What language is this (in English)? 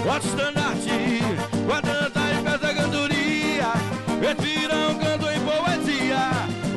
Portuguese